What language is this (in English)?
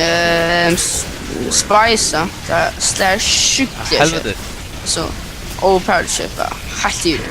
Faroese